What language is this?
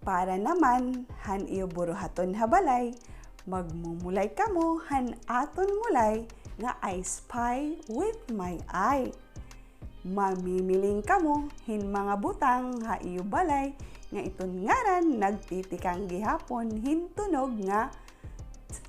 Waray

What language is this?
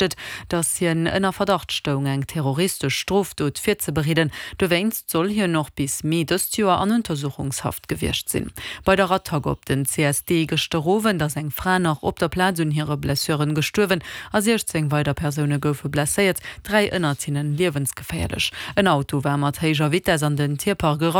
Luxembourgish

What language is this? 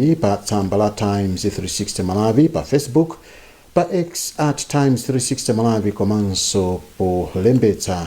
Nyanja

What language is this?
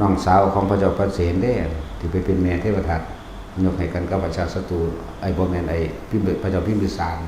Northeastern Thai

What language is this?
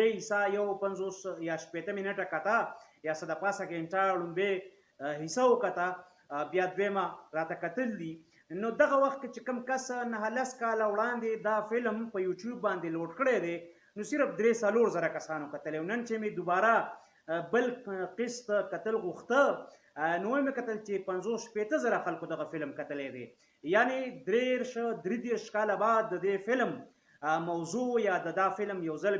Pashto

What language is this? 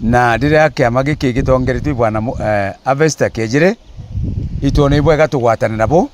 Meru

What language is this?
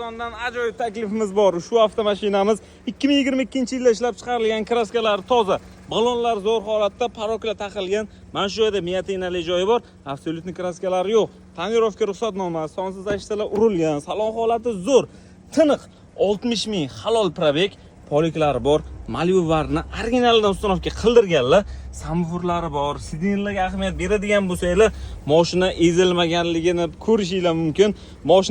Uzbek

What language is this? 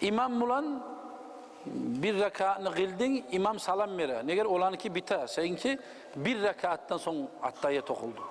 Kumyk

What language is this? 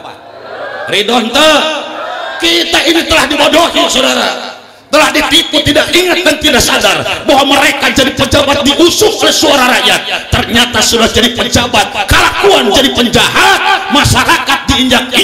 Sundanese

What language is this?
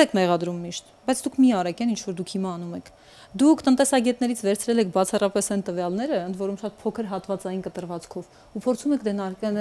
Armenian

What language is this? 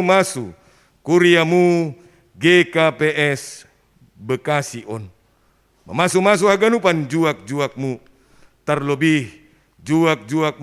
Batak Simalungun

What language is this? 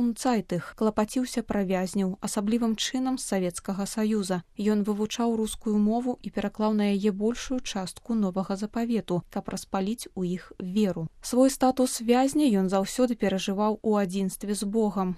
Belarusian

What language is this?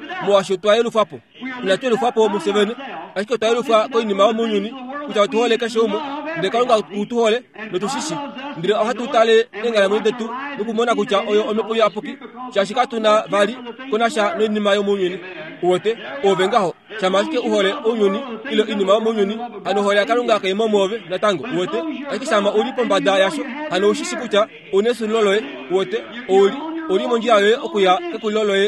Kuanyama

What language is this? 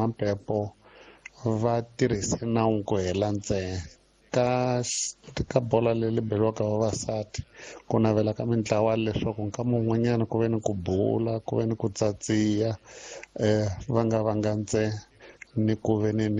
Tsonga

